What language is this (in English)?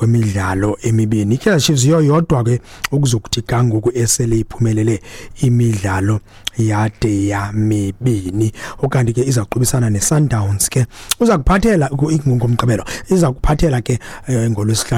Xhosa